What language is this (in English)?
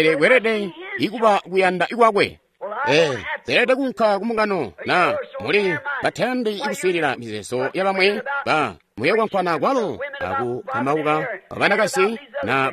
Tonga (Zambia)